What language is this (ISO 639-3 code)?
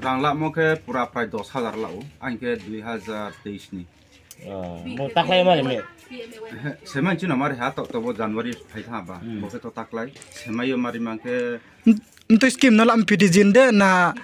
ria